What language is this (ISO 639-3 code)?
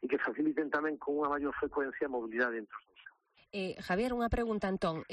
glg